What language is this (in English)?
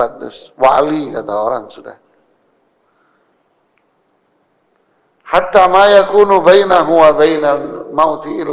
Indonesian